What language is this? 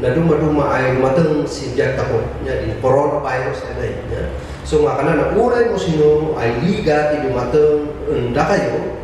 Kankanaey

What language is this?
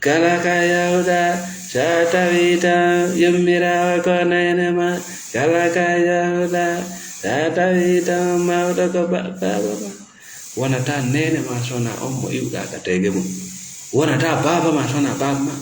Fula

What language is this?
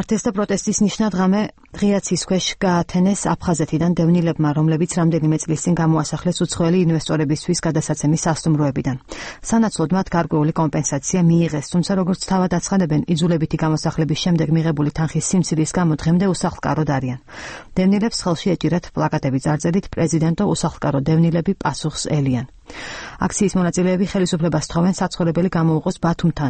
Georgian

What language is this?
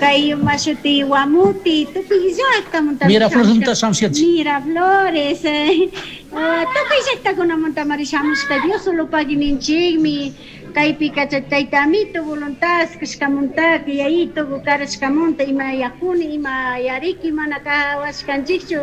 Chimborazo Highland Quichua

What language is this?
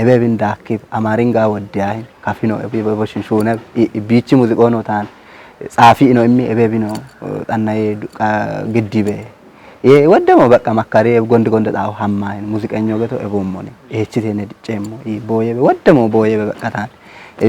Kafa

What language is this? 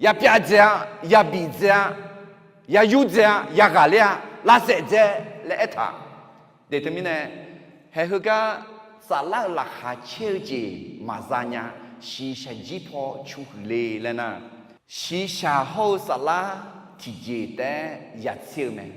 Akha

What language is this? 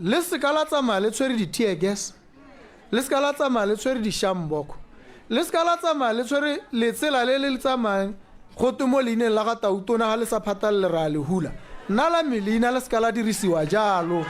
Tswana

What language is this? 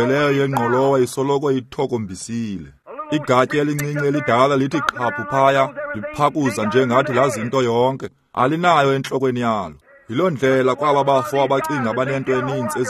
Xhosa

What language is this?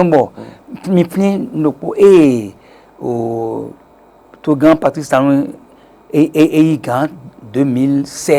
Fon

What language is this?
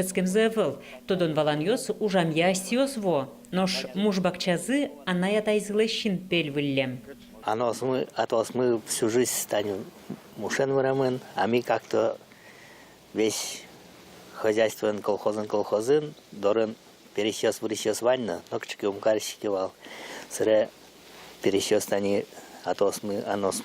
Udmurt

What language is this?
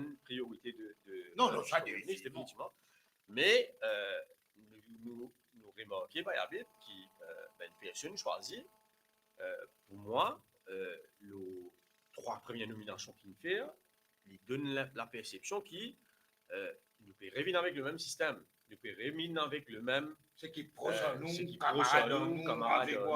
Morisyen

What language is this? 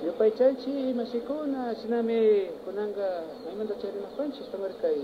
Imbabura Highland Quichua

